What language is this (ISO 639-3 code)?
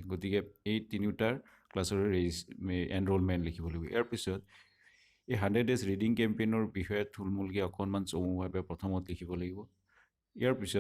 asm